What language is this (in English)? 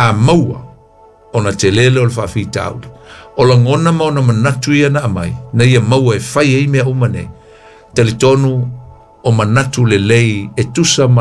Samoan